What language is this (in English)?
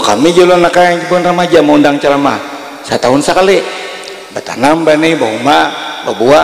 Banjar